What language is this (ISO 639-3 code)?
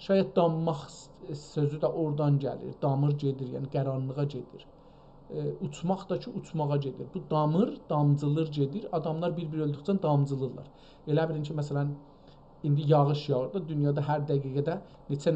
azb